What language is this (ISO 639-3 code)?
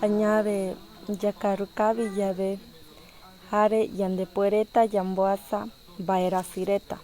grn